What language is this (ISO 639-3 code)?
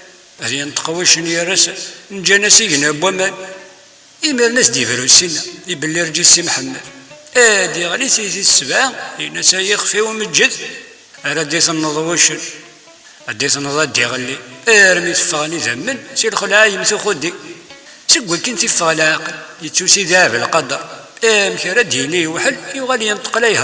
kab